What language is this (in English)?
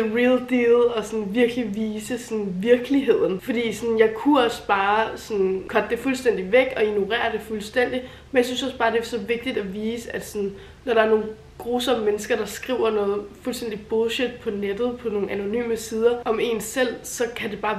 Danish